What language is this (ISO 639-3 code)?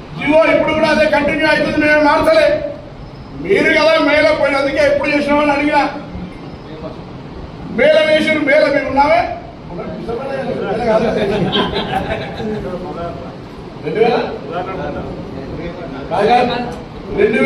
tel